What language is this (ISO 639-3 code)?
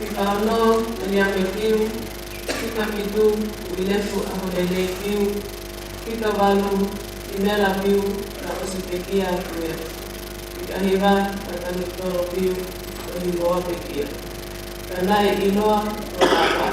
ton